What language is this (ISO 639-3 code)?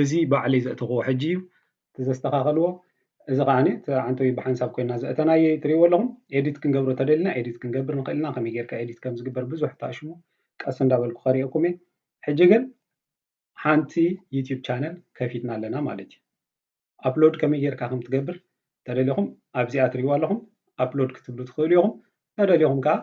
tir